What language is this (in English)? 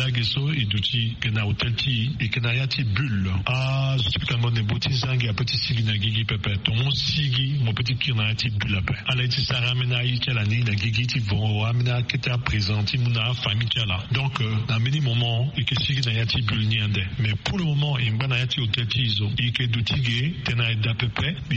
Sango